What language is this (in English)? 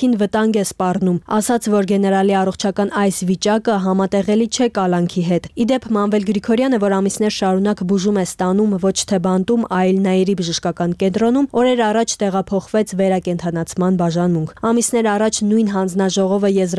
Armenian